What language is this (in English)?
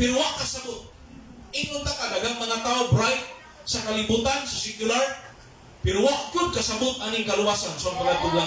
Cebuano